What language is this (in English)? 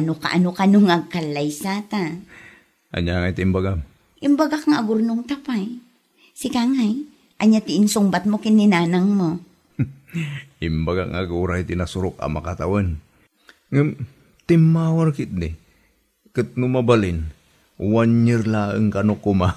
Iloko